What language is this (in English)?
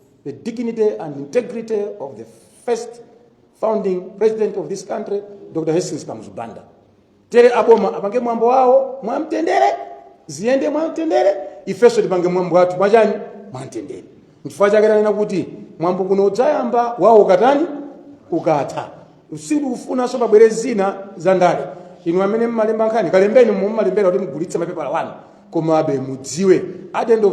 Nyanja